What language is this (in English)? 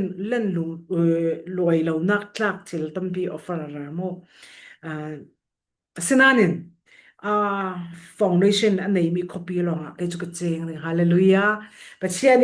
Falam Chin